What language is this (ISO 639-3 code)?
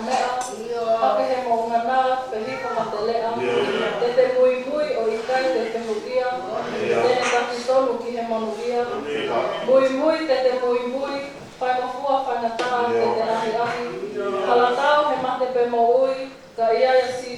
ton